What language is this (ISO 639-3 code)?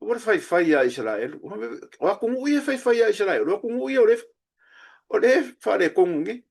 smo